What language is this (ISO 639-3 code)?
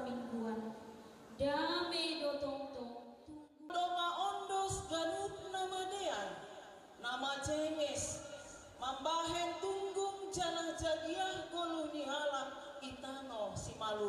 bts